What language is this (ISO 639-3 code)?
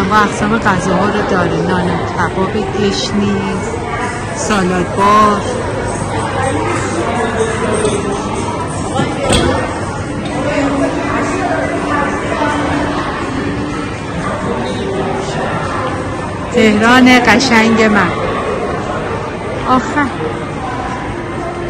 fas